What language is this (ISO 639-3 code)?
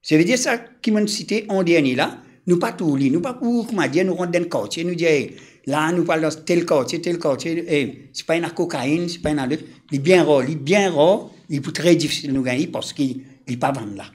mfe